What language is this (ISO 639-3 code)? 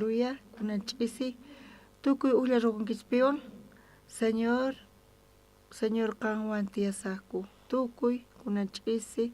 quh